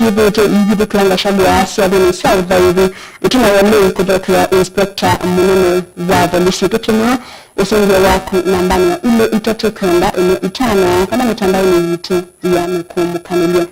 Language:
Kamba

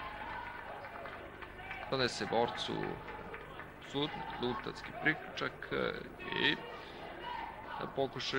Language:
Serbian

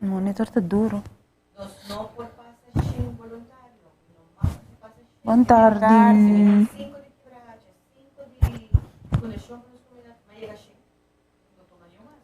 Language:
Papiamento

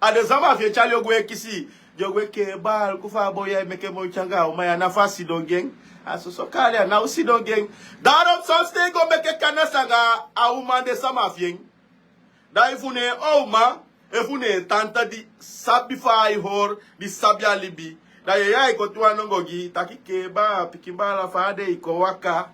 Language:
Sranan Tongo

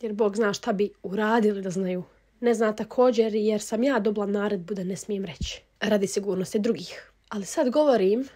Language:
Bosnian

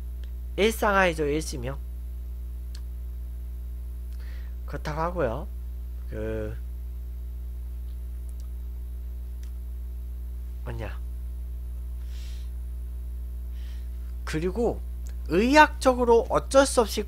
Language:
Korean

